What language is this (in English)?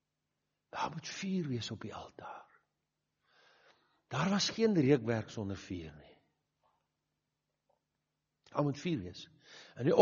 Afrikaans